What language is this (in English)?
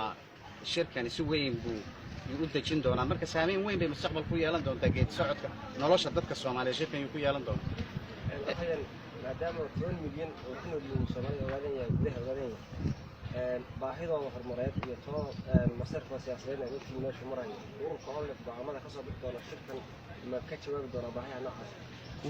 Somali